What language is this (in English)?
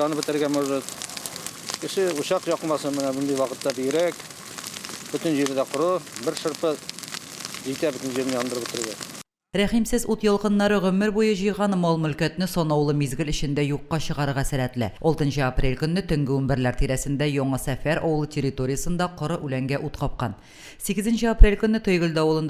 Tatar